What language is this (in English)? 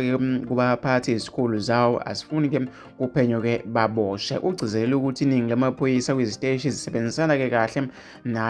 Zulu